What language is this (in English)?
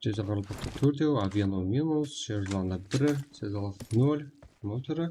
Kara-Kalpak